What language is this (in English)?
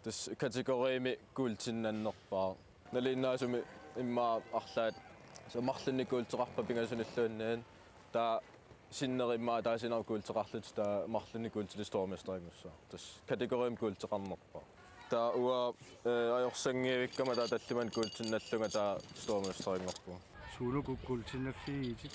Kalaallisut